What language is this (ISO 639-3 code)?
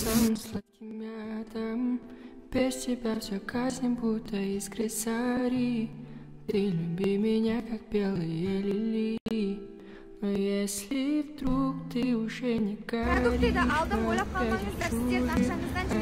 kaz